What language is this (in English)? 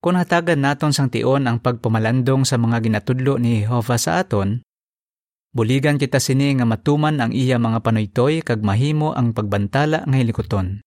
Hiligaynon